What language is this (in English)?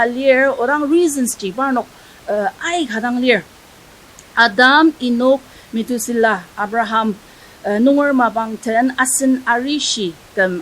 Ao Naga